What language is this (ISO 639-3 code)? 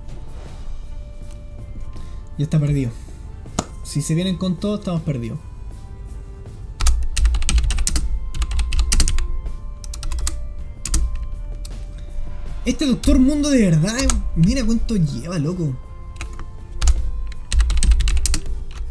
spa